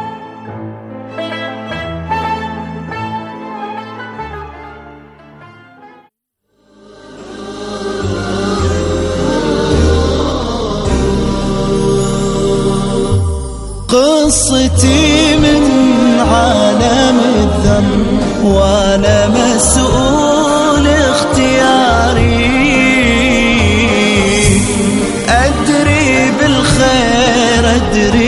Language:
Arabic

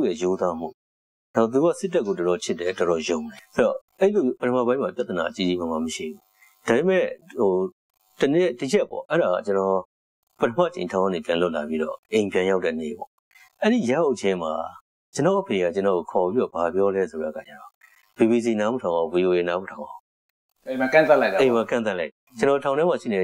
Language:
Burmese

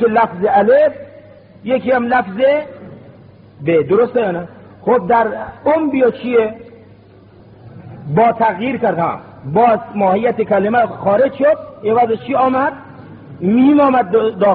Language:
Persian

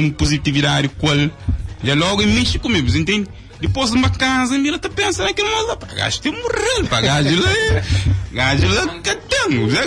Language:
Kabuverdianu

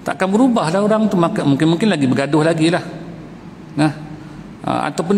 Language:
Malay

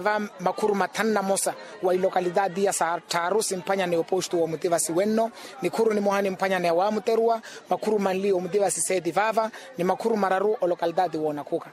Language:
Makhuwa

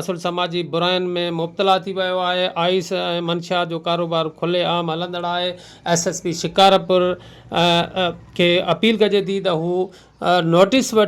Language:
Sindhi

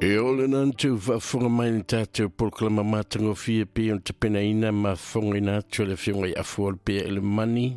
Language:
Samoan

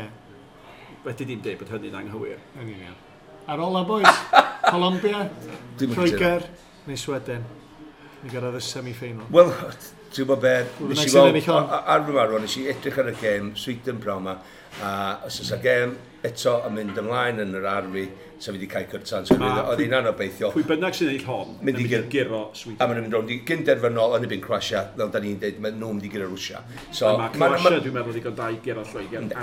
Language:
Welsh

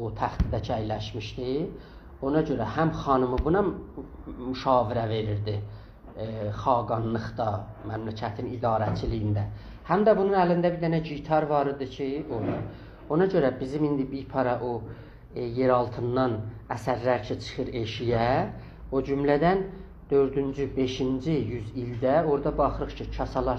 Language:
South Azerbaijani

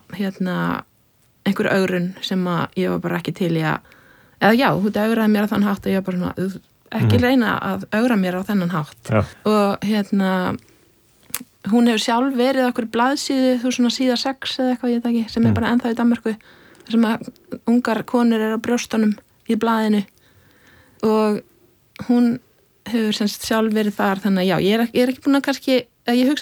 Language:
Icelandic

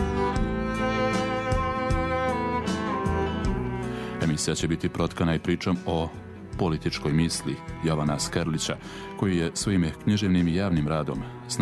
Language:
Serbian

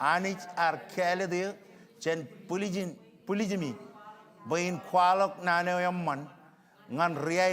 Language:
Marshallese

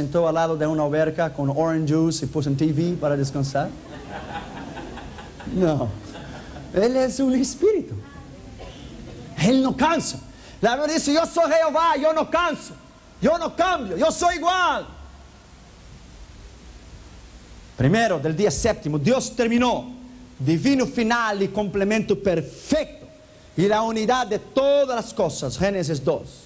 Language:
Spanish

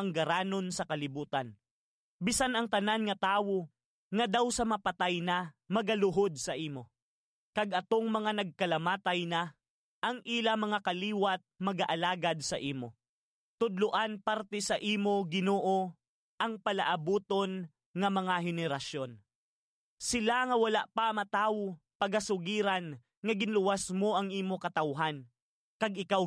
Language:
Hiligaynon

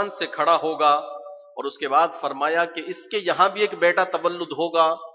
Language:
Urdu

